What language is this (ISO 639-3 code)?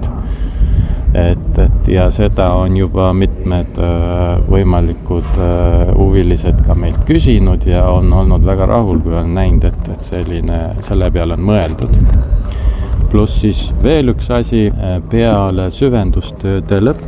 est